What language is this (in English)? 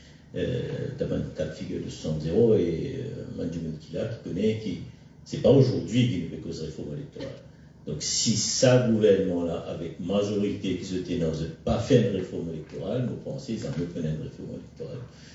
Morisyen